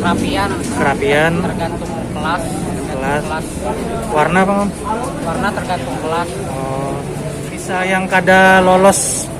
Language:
Banjar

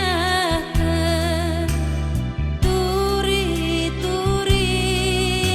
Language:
Batak Karo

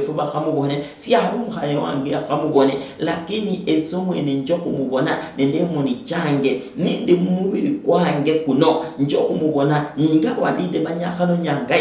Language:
Luyia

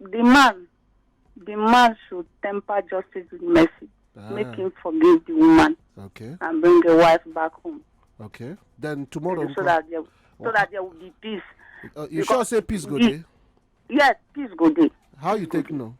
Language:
Nigerian Pidgin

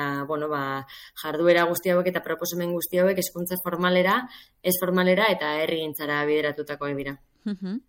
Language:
Basque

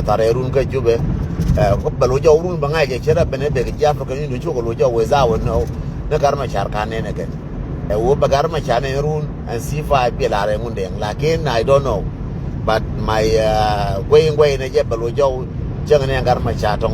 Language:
Nuer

